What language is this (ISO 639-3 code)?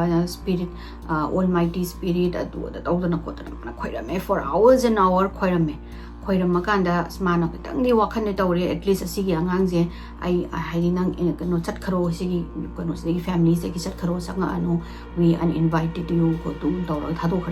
mni